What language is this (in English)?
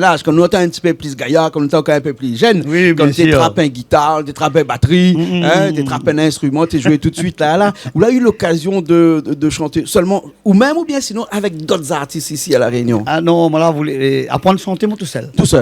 Réunion Creole French